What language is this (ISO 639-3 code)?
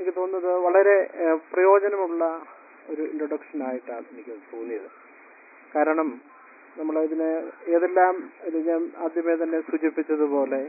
mal